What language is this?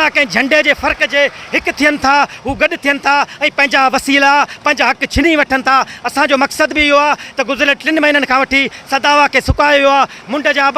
Sindhi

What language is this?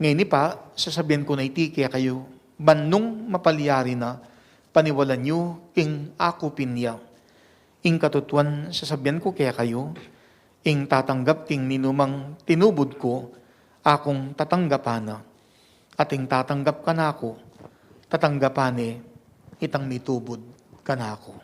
Pampanga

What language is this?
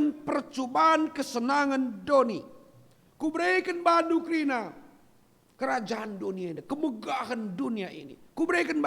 Batak Karo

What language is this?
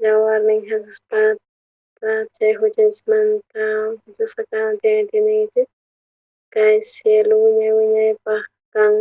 South Bolivian Quechua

